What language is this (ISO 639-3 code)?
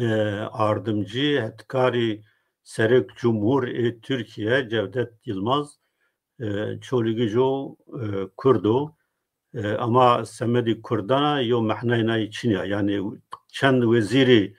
zza